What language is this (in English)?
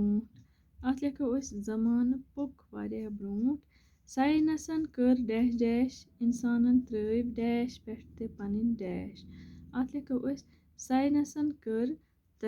Kashmiri